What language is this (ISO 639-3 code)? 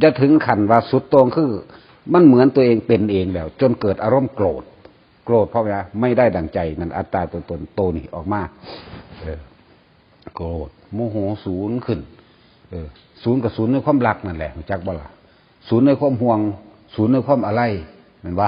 tts